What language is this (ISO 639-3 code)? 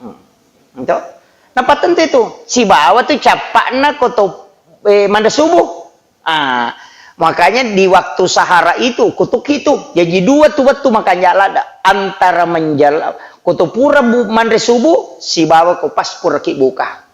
bug